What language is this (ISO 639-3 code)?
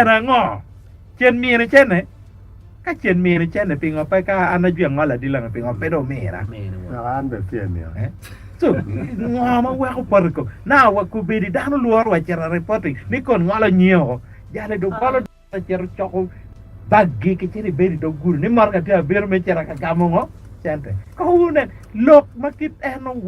ach